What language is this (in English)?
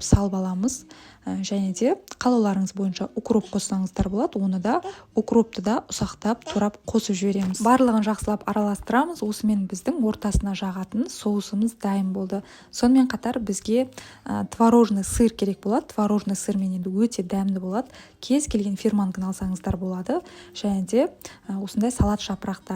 Kazakh